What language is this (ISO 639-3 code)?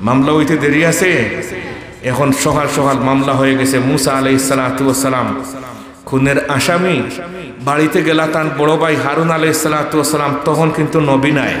syl